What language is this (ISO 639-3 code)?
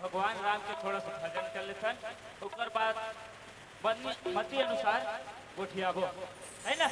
hne